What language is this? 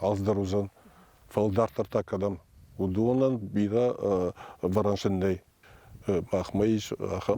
Ossetic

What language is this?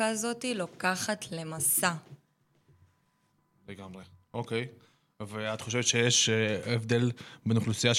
Hebrew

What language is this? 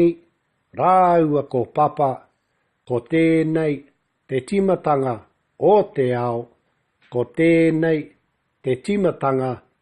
Māori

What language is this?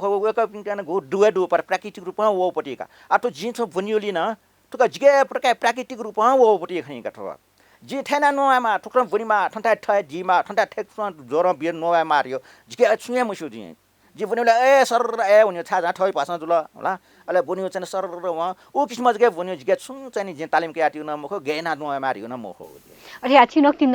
Newari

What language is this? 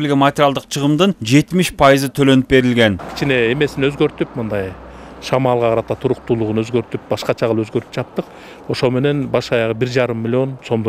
Kyrgyz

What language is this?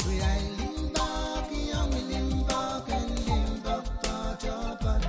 Pohnpeian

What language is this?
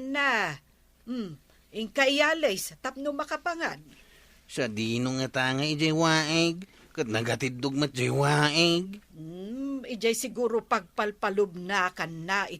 Iloko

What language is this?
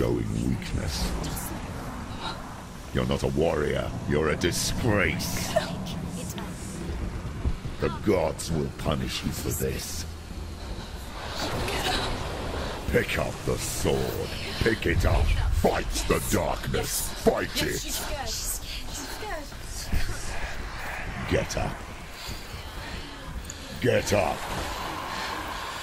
English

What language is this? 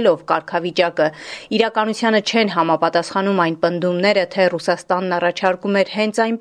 Armenian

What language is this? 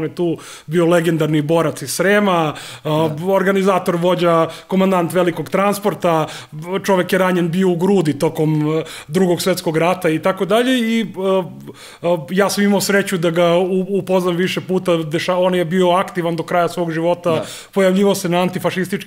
Serbian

